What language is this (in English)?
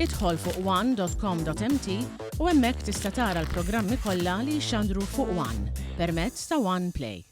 Maltese